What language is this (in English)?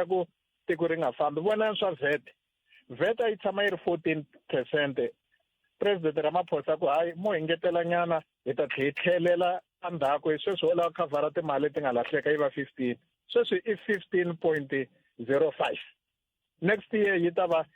Tsonga